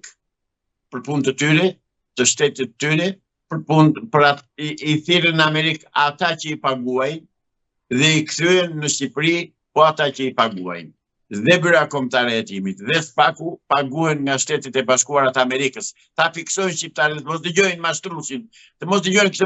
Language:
Albanian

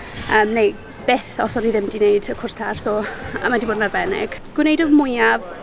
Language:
Welsh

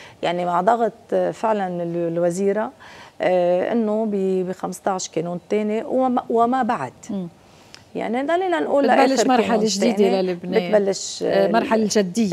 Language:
North Levantine Arabic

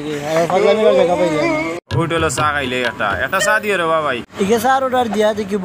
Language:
Sylheti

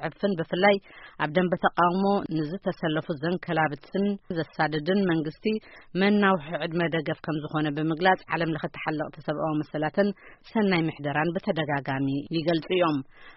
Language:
Tigrinya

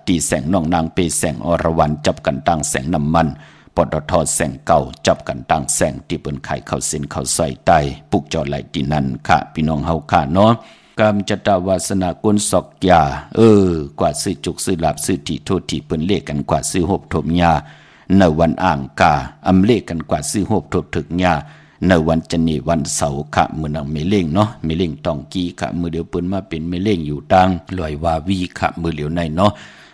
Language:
Shan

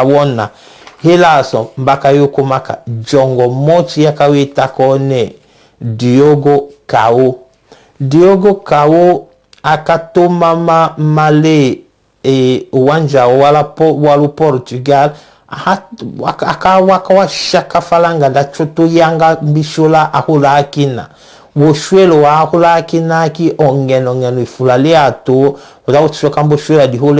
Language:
Tetela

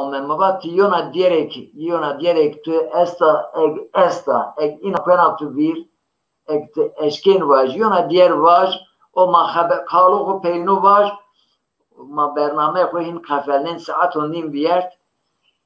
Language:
Zaza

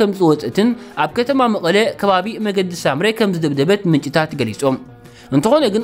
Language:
Tigrinya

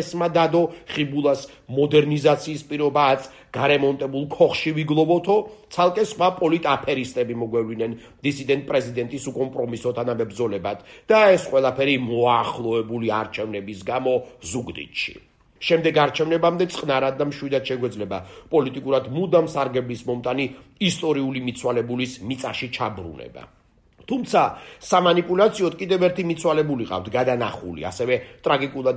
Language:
Georgian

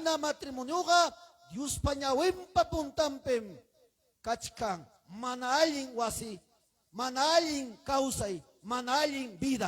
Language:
Ayacucho Quechua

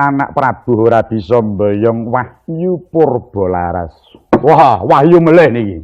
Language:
Javanese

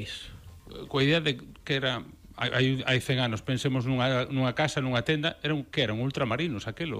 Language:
Galician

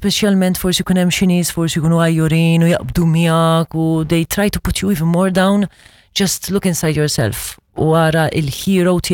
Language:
Maltese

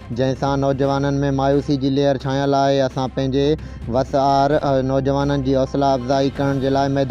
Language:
Sindhi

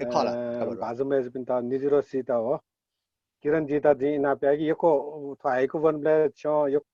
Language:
Newari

